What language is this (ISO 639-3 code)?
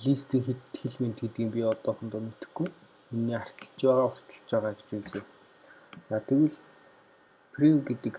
mon